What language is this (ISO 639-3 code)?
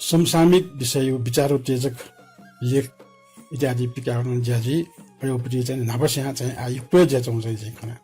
new